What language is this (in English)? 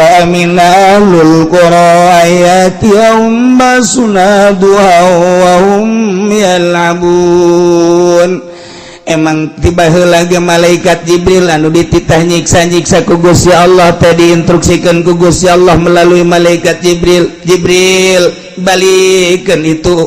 Sundanese